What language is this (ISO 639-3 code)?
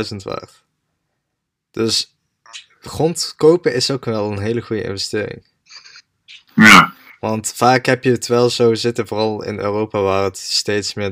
nld